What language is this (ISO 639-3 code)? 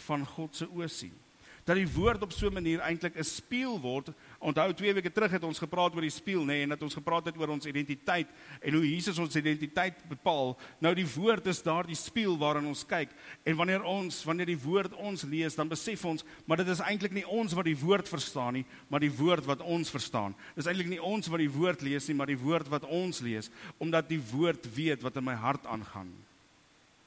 afr